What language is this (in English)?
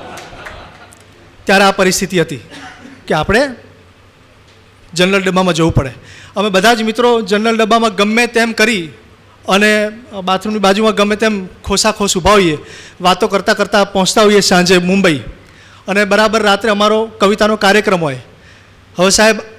Gujarati